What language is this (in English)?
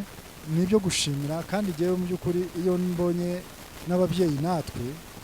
Kinyarwanda